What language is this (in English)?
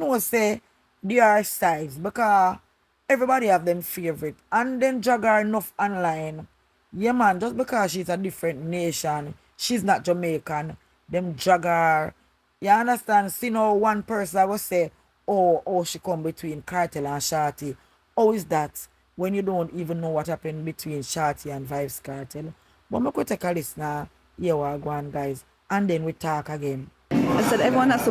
Jamaican Creole English